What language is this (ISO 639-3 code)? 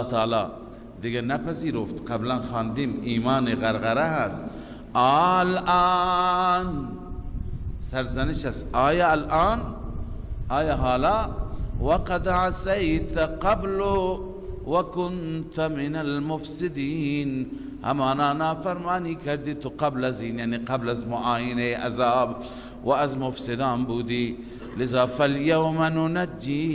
fas